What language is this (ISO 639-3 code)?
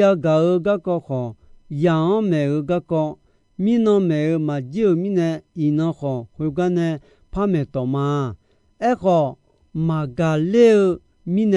ahk